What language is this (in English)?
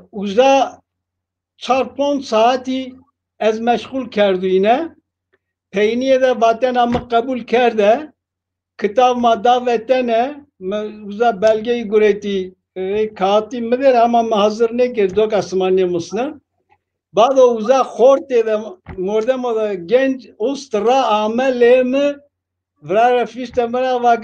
Zaza